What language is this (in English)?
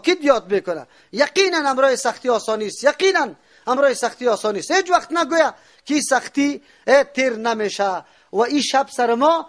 Persian